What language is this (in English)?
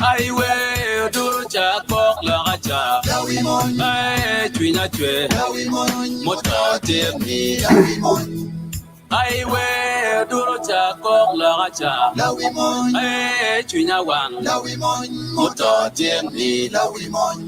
Acoli